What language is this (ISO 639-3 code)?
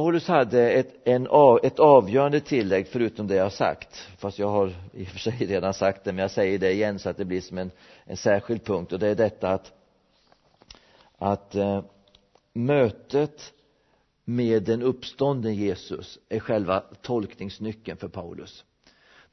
swe